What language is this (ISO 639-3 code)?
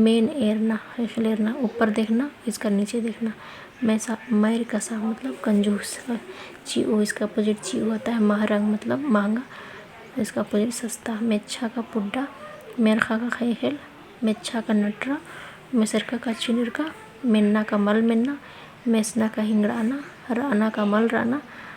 kru